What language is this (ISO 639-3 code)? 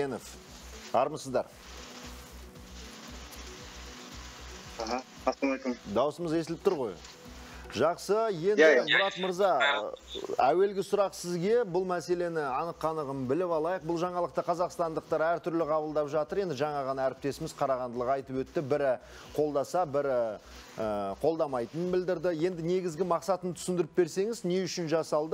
kaz